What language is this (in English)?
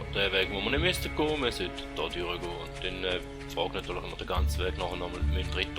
Swiss German